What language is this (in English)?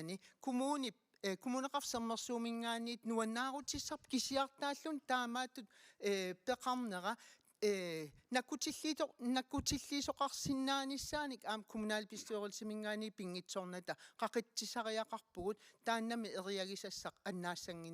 Kalaallisut